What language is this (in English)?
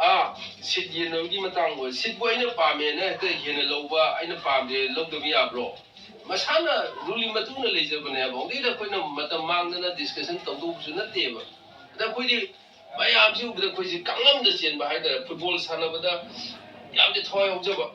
Manipuri